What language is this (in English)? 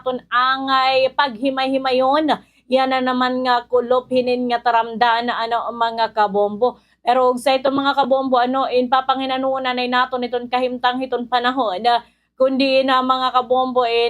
Waray